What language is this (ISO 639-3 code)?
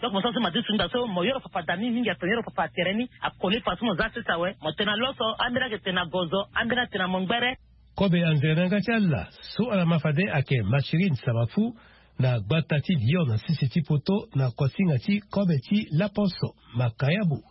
sag